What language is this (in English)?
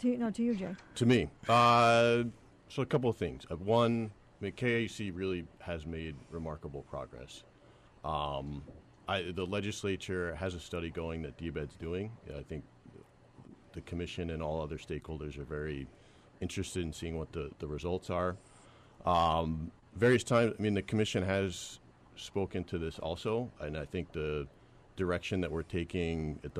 English